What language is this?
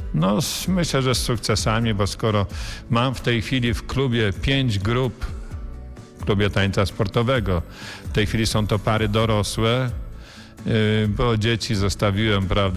Polish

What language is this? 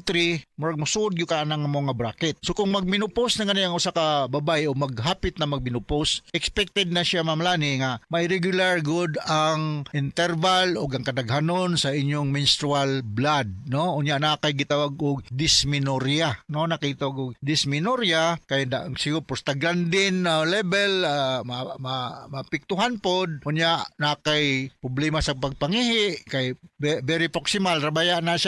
Cebuano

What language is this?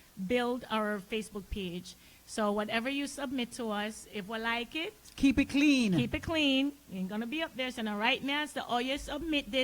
Jamaican Creole English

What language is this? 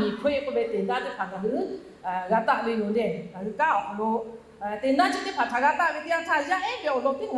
Lahu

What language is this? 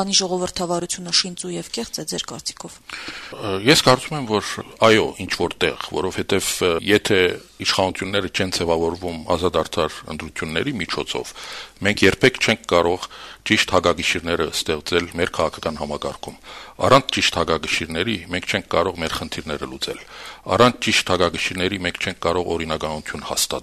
Armenian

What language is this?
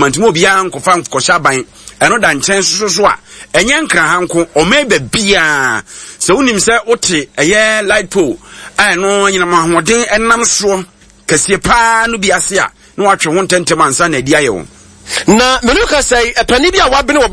Akan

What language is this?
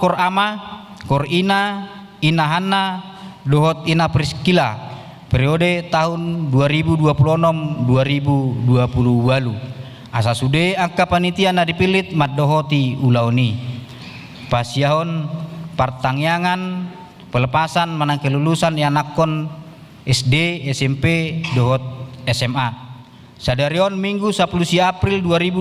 Batak Toba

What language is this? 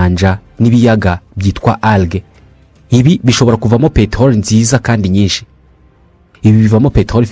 Kinyarwanda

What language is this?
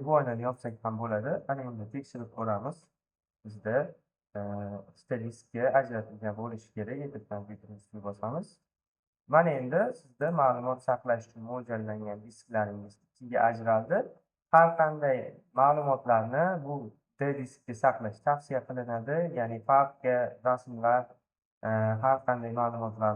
Uzbek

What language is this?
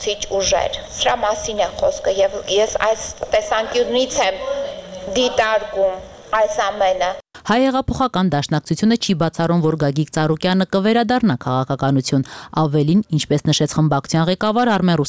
Armenian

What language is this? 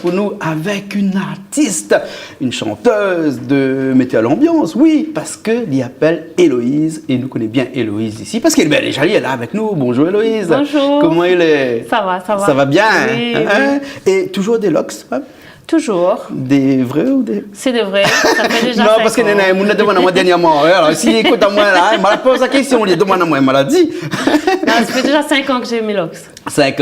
Réunion Creole French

